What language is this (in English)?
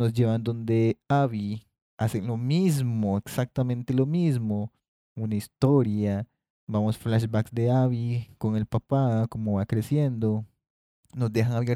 Spanish